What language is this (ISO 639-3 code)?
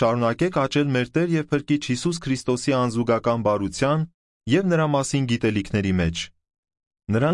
hye